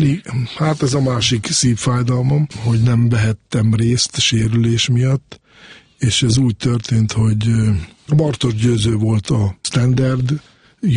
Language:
Hungarian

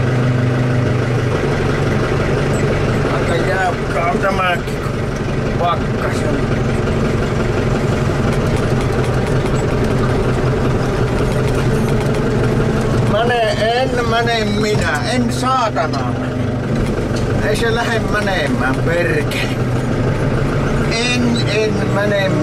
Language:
Finnish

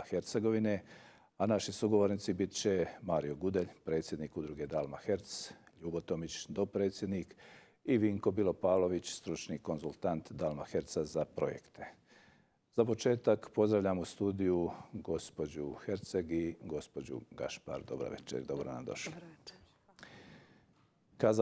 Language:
Croatian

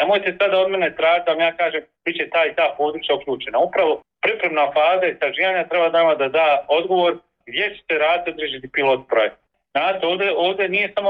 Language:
Bosnian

